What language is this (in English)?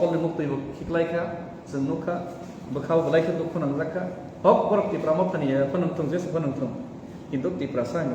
Kok Borok